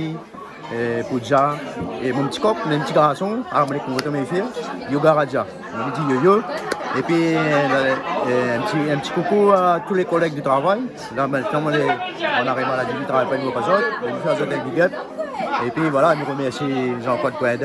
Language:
Réunion Creole French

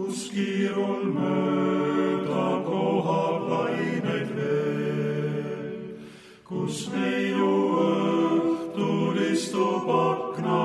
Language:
Estonian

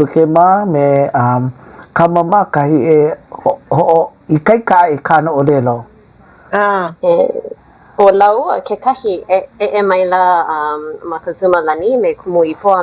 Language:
Hawaiian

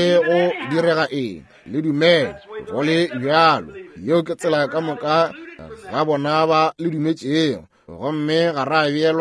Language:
Northern Sotho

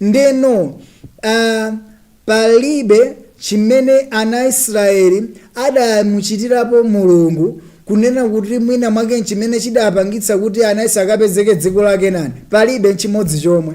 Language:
Nyanja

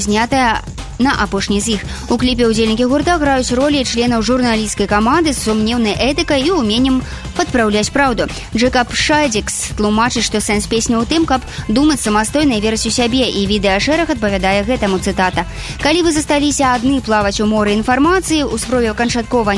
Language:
Belarusian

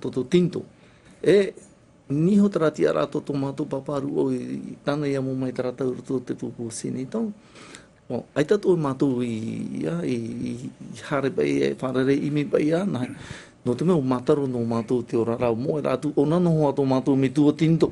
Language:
Tahitian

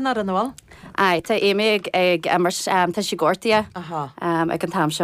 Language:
Irish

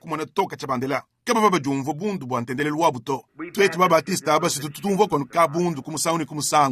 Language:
Luba-Lulua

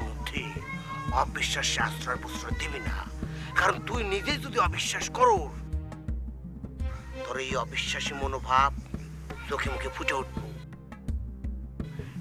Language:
Bangla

